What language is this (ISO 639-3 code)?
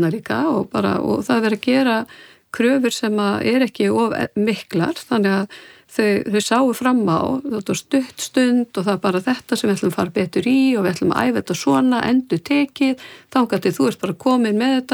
isl